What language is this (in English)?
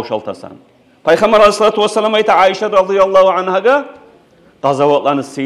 Kumyk